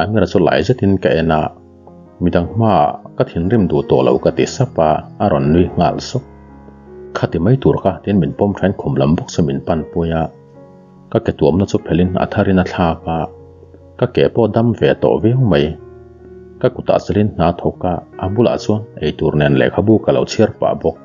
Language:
Mizo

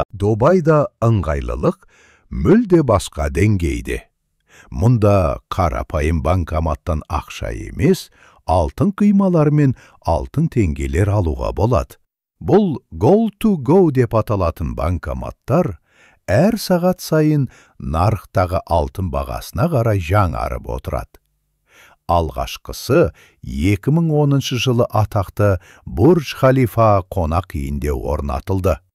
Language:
Kazakh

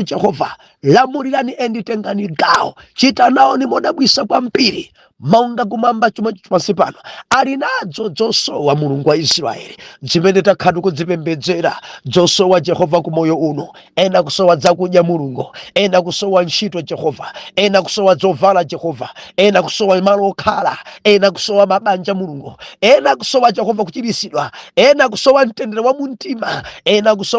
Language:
Nyanja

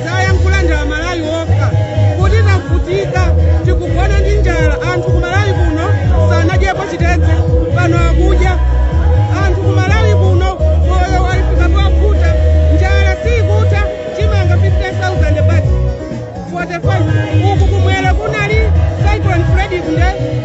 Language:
Nyanja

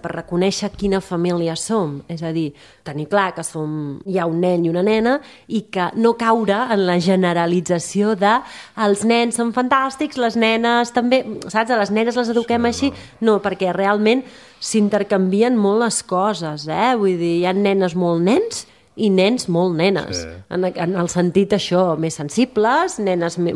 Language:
Catalan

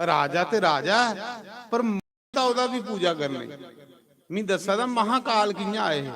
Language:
Dogri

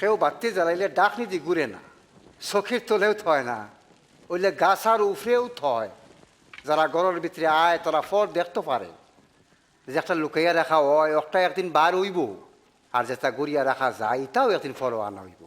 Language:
Sylheti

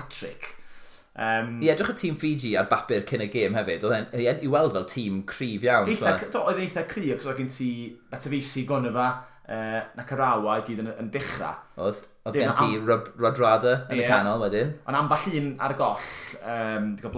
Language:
Welsh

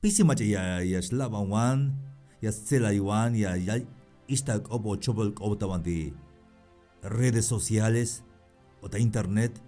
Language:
Tzeltal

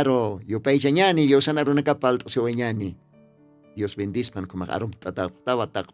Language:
Aymara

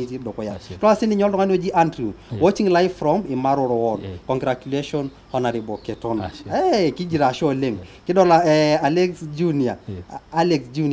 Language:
Masai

